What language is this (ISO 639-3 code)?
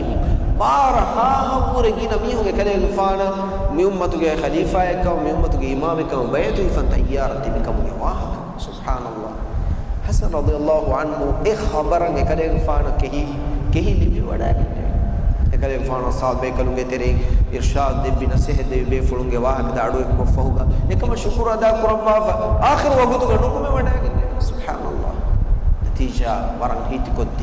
div